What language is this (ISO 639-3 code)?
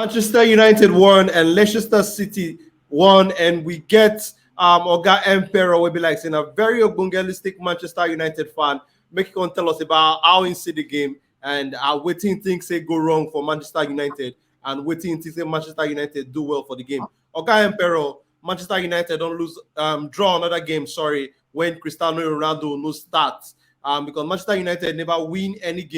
pcm